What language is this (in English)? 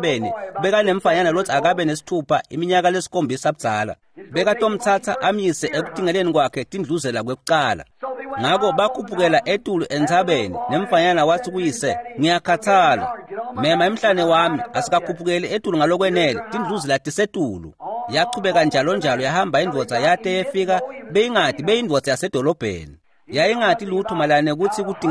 Swati